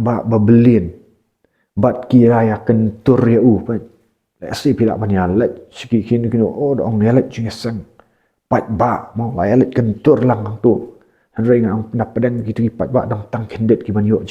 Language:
Khasi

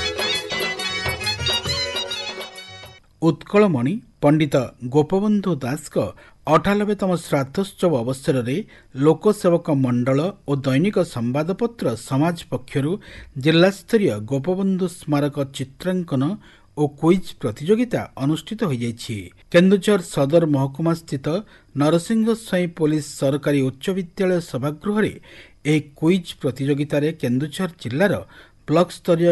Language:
Odia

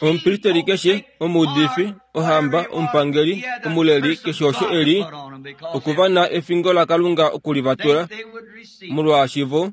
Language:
Kuanyama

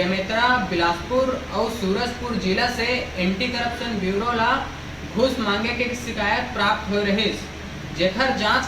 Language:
Chhattisgarhi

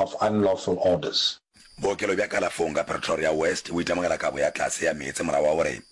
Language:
Northern Sotho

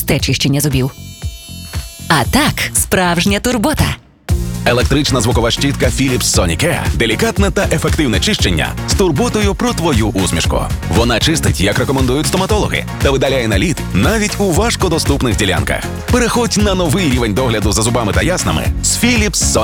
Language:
Ukrainian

